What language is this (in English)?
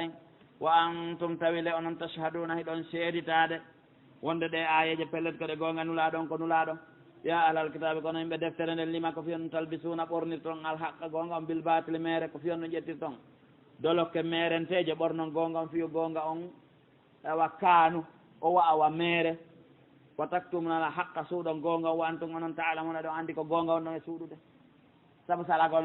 Pular